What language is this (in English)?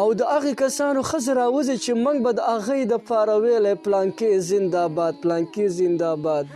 Pashto